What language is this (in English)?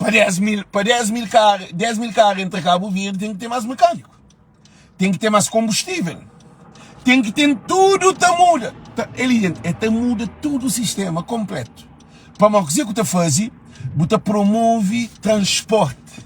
Kabuverdianu